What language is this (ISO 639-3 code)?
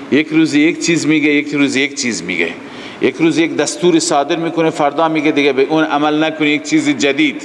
fas